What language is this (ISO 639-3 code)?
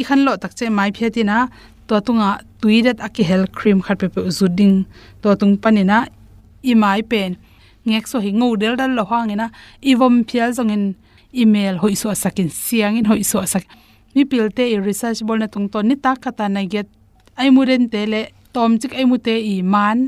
ctd